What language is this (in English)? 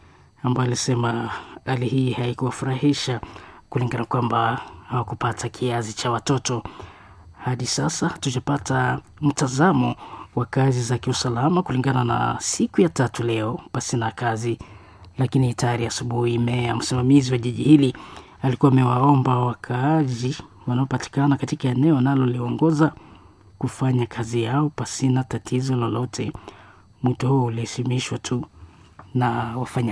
Swahili